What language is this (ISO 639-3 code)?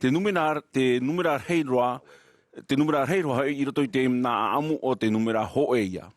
tah